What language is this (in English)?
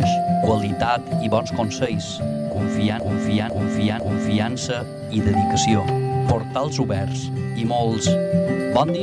Catalan